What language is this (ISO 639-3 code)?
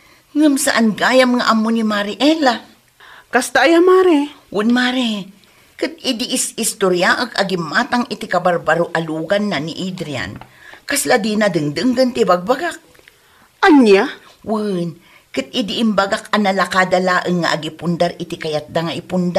ilo